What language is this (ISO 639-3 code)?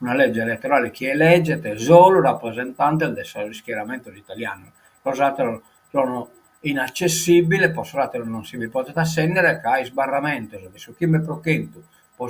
srd